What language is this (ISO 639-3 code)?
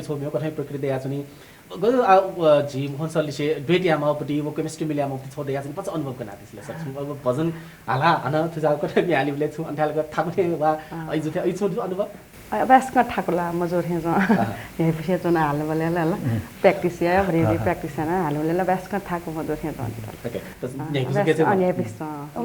new